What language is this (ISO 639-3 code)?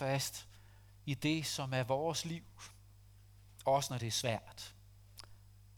dan